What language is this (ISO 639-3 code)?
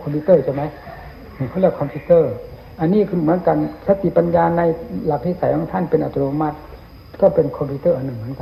tha